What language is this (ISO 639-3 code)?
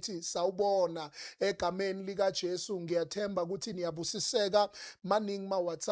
zul